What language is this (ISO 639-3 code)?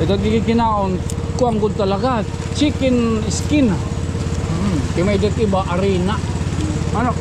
war